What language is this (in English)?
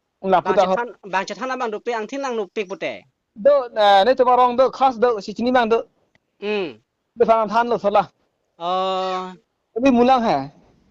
Karbi